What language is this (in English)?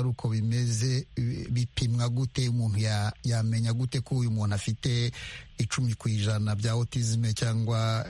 Kinyarwanda